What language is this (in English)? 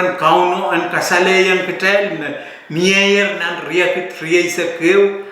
Pohnpeian